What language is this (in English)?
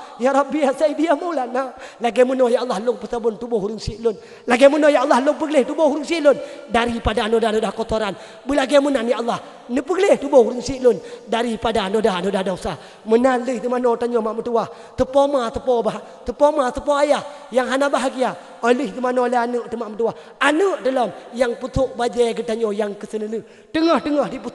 Achinese